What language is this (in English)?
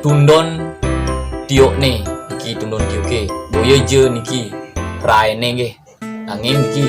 Balinese